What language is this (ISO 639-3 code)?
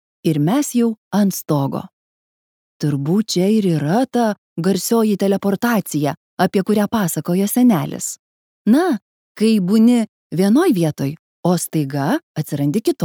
lit